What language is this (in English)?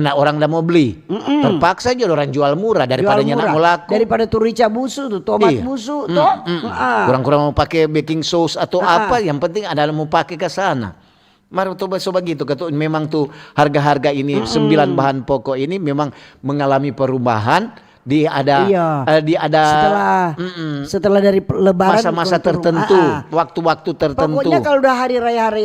Manado Malay